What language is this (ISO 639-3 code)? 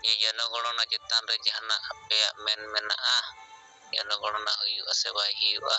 sat